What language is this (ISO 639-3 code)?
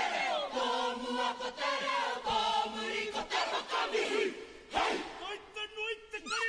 mri